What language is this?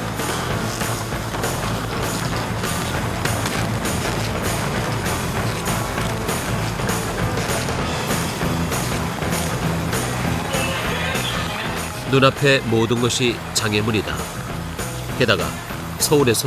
Korean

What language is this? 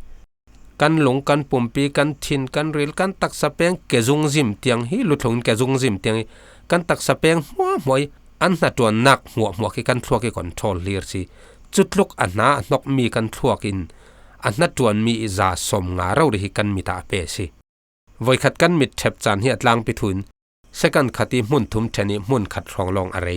Falam Chin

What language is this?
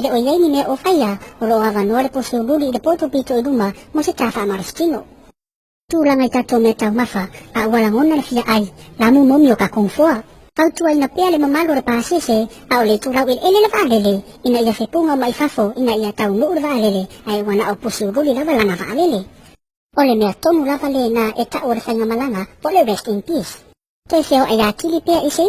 Samoan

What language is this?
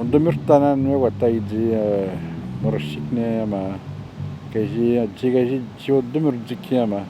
Atikamekw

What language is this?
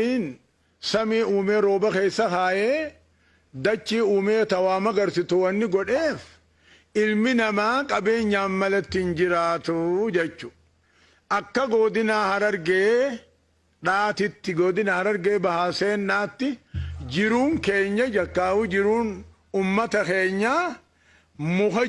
Oromo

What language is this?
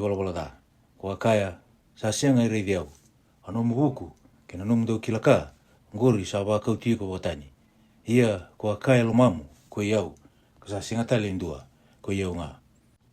Fijian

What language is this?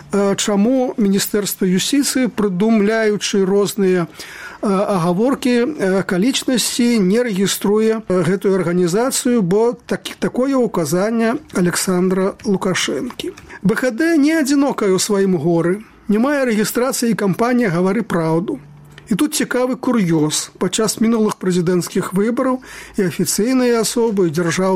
Belarusian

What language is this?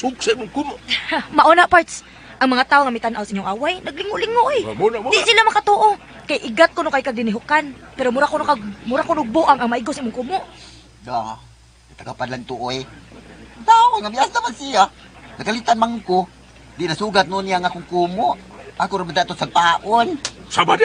Cebuano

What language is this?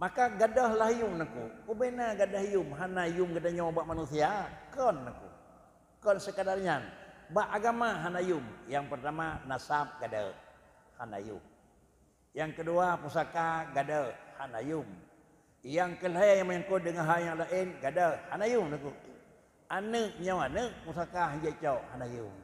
Achinese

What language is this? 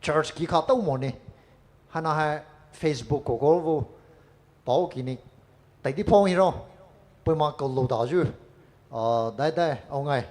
Poumei Naga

